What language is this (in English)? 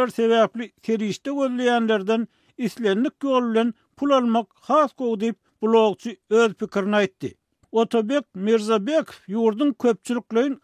Turkmen